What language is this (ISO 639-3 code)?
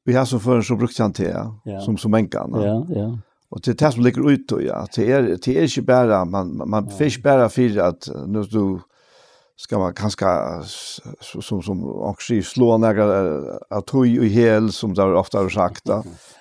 fao